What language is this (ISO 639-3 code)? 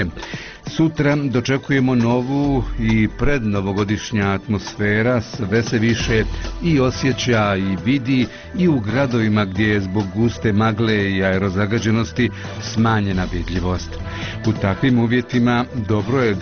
bos